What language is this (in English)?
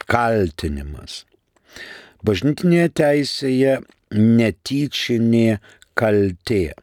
Lithuanian